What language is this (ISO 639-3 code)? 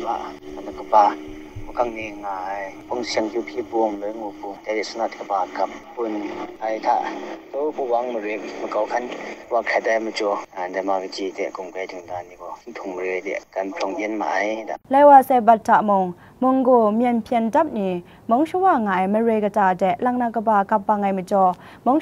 kac